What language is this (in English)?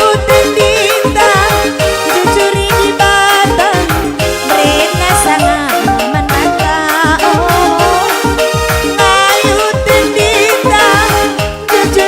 Batak Karo